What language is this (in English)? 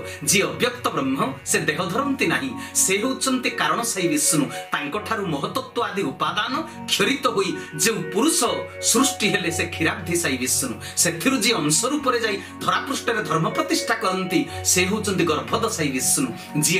Odia